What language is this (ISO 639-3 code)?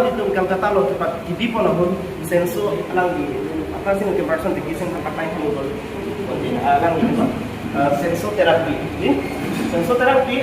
mjw